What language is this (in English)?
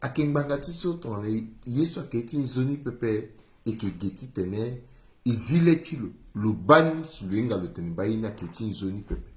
Sango